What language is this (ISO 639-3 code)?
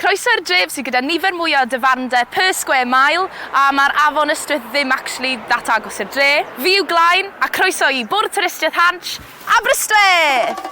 cym